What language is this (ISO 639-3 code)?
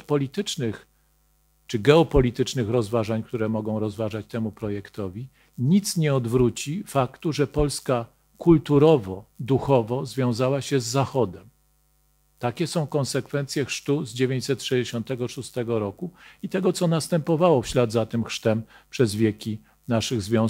pol